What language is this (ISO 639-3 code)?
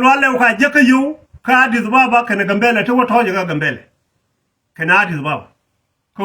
nus